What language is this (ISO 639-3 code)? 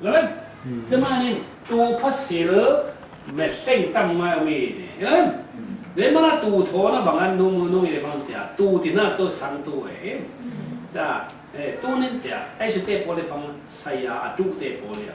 cfm